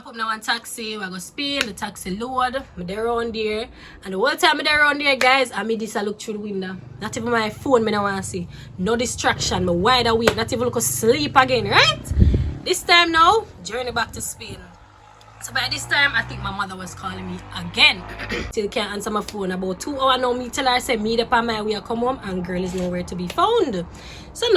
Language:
Jamaican Creole English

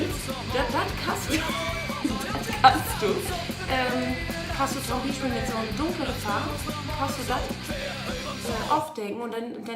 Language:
Low German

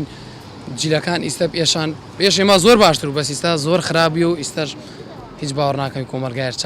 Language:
Central Kurdish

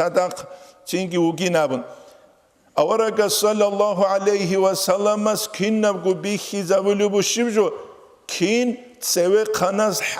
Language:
Avaric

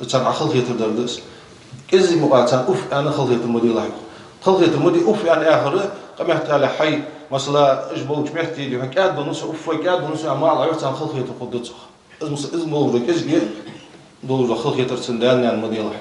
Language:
Ingush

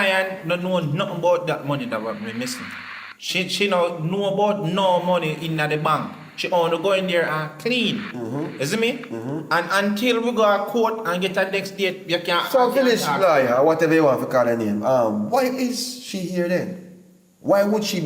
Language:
Jamaican Creole English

